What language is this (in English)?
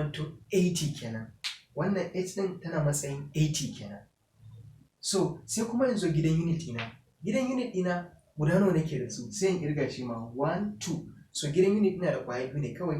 Hausa